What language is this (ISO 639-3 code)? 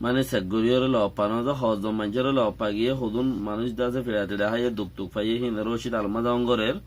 rhg